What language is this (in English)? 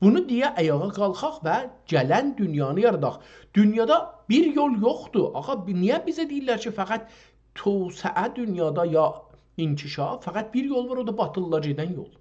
South Azerbaijani